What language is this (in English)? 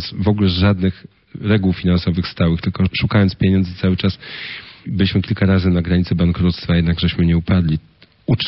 Polish